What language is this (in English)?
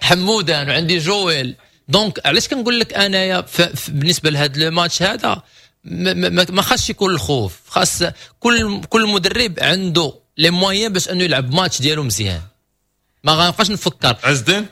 Moroccan Arabic